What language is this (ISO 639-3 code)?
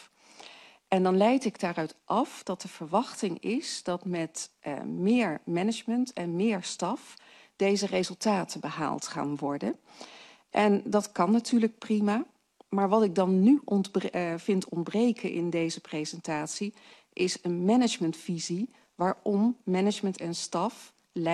nld